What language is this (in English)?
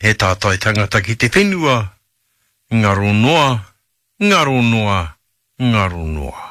Māori